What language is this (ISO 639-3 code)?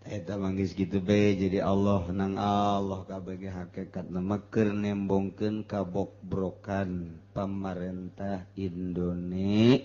sun